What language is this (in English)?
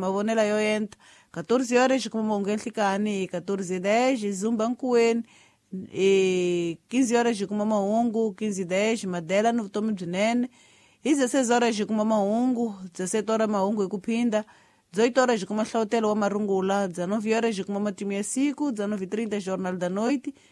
Tsonga